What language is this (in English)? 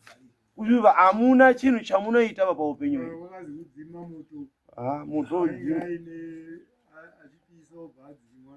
Shona